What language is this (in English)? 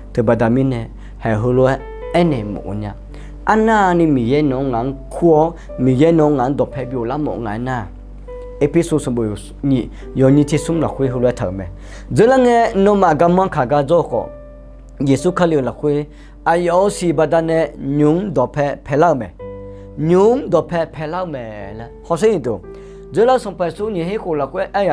Akha